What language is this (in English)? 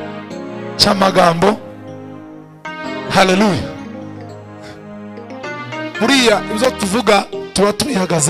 Kinyarwanda